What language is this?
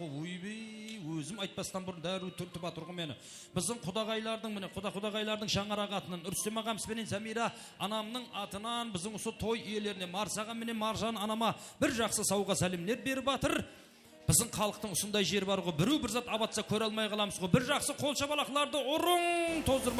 Kara-Kalpak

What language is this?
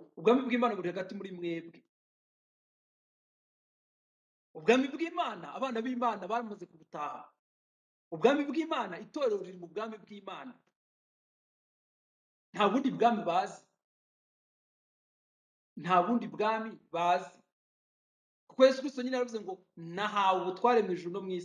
Kinyarwanda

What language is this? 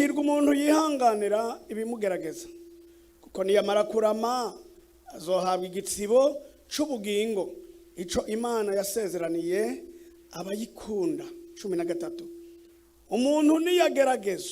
Rundi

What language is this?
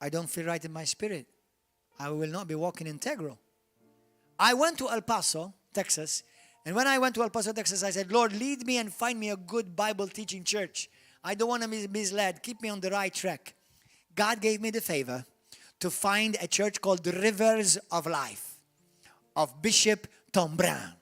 English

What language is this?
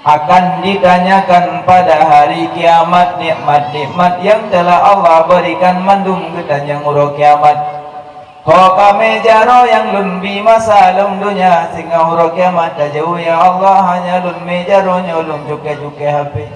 Achinese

